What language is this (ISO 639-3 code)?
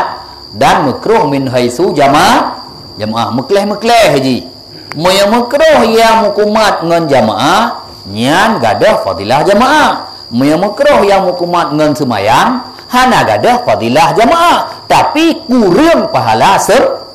ace